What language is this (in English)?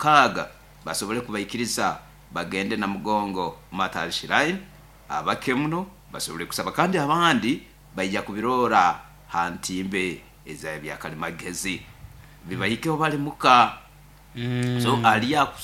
Nyoro